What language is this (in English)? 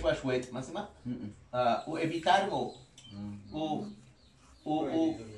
Yucateco